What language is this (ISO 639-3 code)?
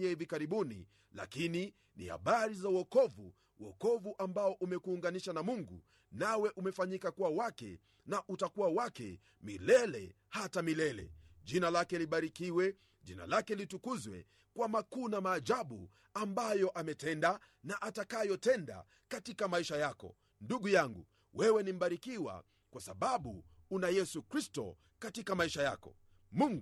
swa